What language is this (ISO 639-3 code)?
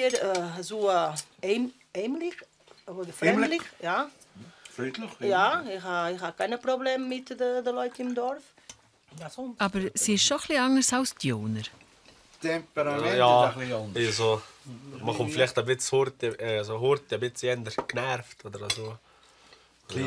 gsw